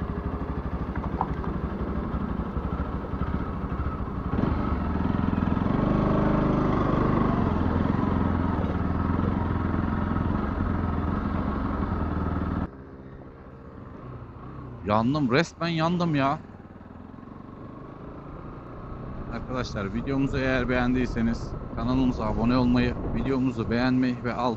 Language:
Turkish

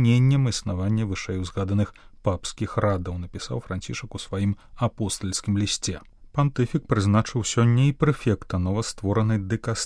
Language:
Belarusian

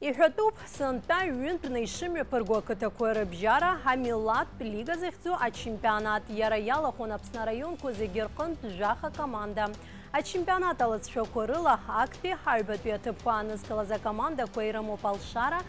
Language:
Abkhazian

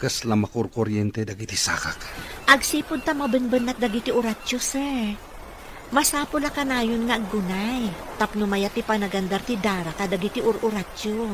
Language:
Iloko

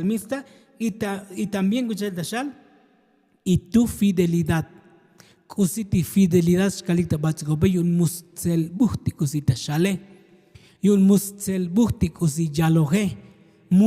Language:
Tzotzil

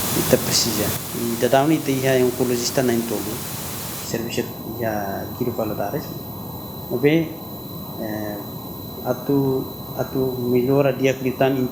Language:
Tetum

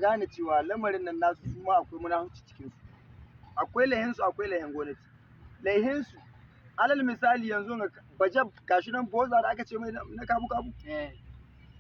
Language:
Hausa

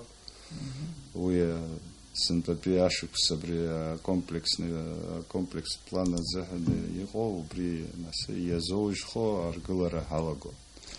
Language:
Abkhazian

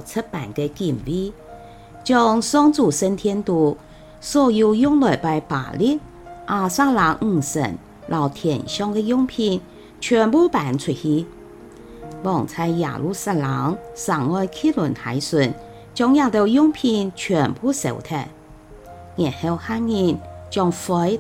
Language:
Hakka Chinese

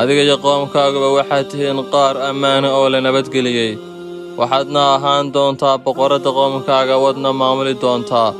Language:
Somali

